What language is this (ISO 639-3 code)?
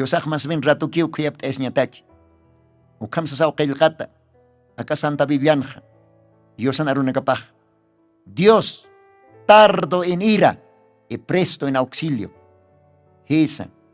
aym